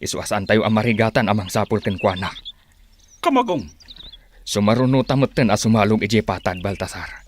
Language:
Iloko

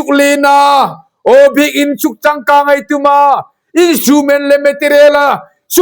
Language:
Hmar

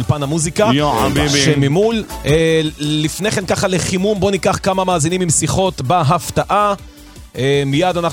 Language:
Hebrew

